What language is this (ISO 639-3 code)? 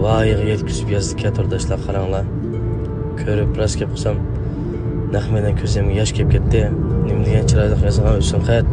uig